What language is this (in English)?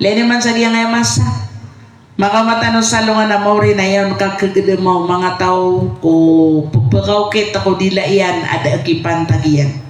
Maranao